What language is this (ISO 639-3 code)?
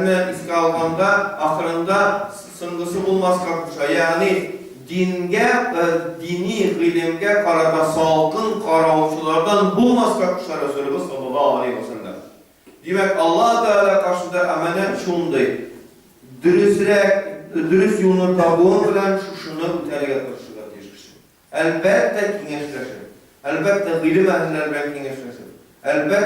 tat